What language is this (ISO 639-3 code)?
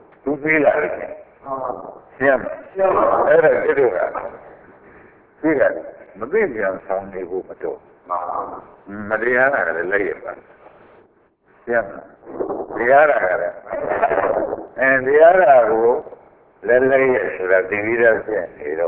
mya